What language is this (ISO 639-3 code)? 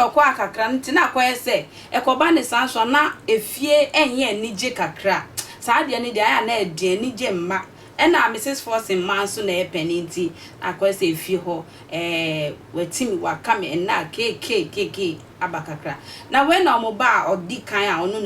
aka